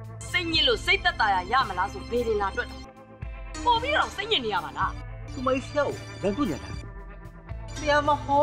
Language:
Burmese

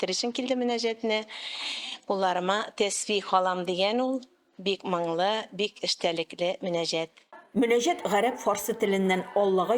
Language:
Tatar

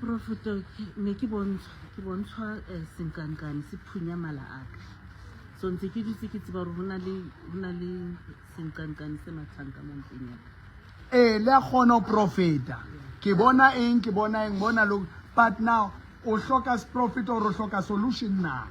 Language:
Southern Sotho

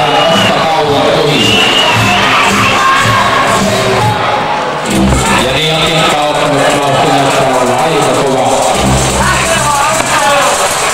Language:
Finnish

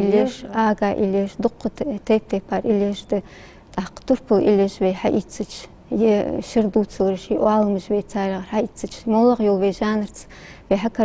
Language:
Ingush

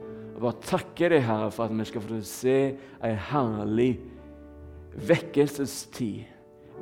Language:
Norwegian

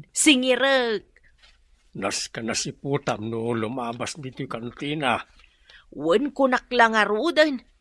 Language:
Iloko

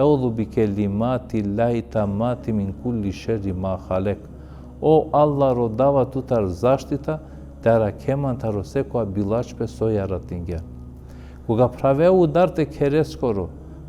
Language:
Balkan Romani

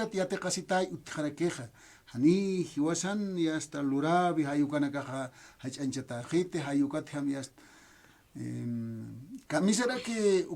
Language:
Aymara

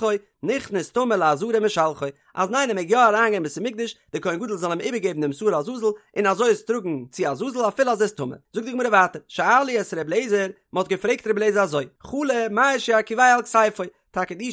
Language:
Yiddish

